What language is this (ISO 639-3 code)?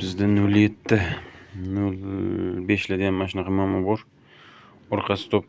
uzb